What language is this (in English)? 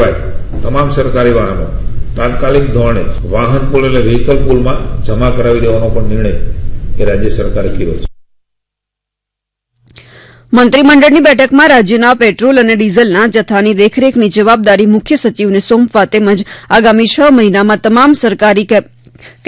Gujarati